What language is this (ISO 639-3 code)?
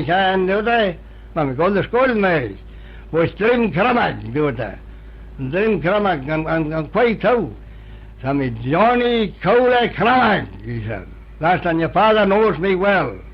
glv